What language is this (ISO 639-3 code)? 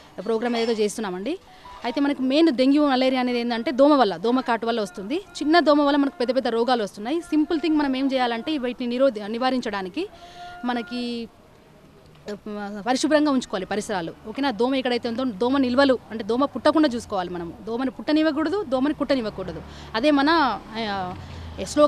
tel